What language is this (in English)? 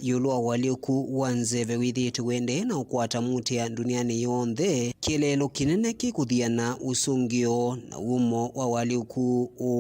Kamba